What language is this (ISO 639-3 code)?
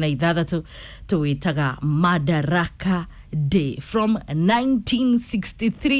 kik